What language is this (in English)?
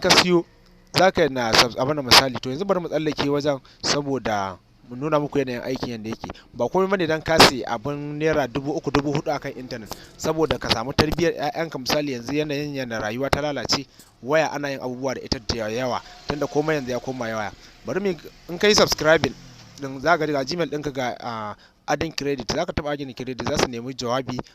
Hausa